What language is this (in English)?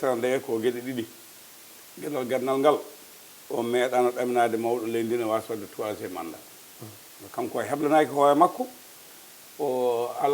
Fula